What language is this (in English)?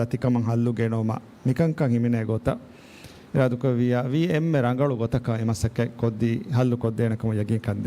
Divehi